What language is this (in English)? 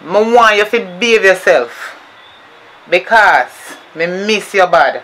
Jamaican Creole English